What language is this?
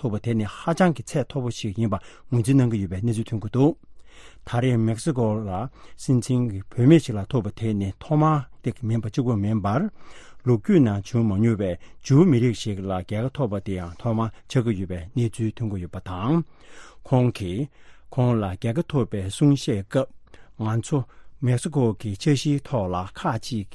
Tibetan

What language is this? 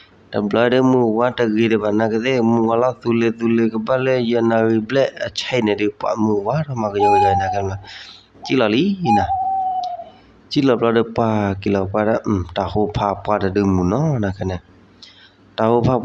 S'gaw Karen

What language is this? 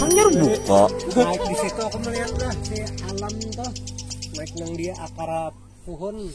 Banjar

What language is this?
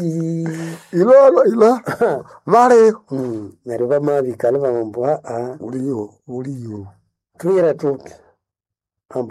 Nande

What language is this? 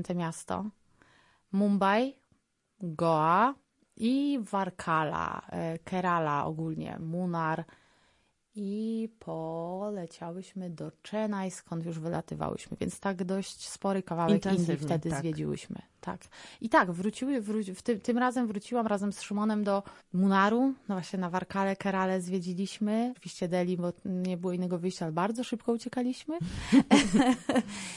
Polish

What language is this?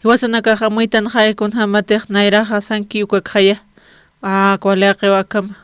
Aymara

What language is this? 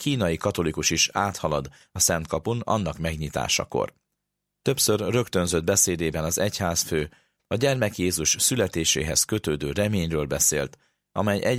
Hungarian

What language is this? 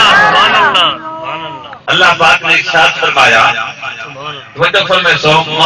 Saraiki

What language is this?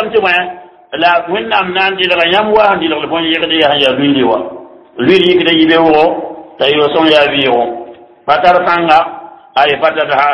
Mossi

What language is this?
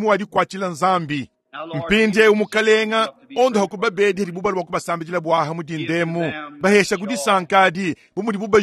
Luba-Lulua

